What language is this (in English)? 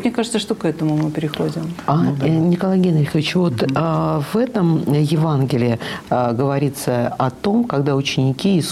Russian